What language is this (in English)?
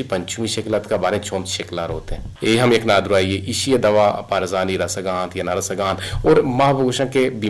Eastern Balochi